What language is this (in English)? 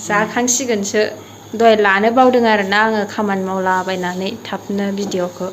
Bodo